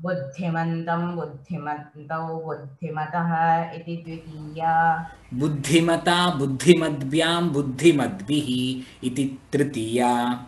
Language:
Sanskrit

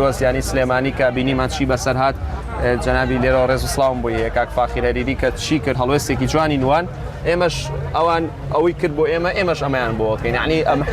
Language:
Central Kurdish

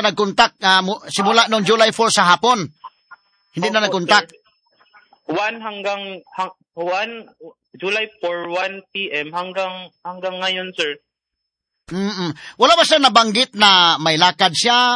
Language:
Filipino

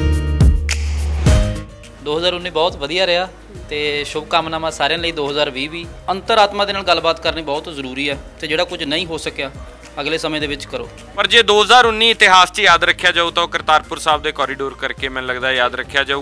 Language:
Punjabi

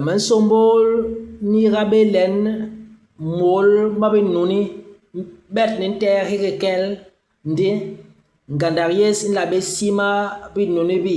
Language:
Basaa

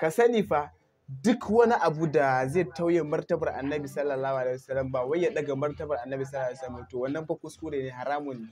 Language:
Hausa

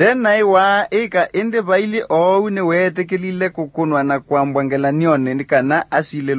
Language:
Kamba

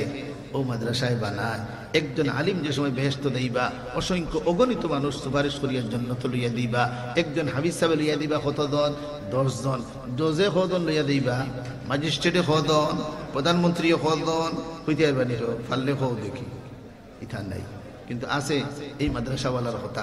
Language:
Sylheti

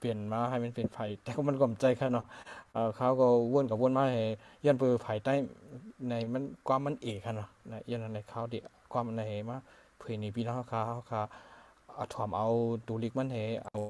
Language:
Shan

